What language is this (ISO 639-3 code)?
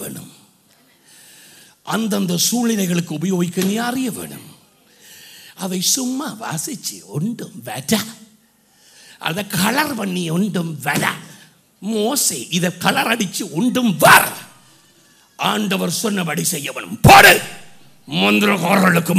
tam